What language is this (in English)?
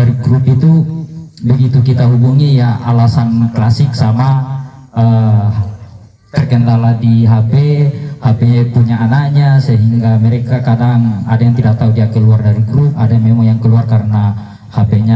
Indonesian